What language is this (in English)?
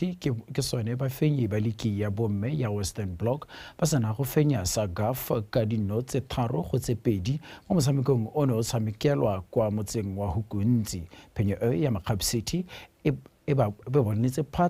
Tswana